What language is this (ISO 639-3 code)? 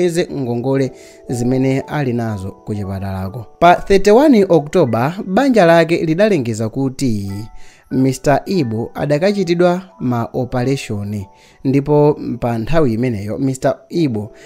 nya